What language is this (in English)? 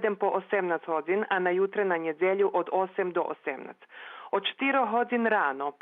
Rusyn